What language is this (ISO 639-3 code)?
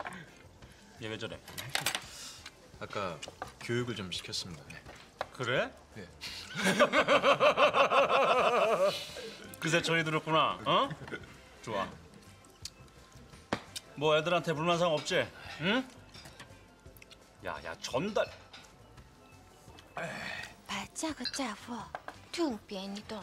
kor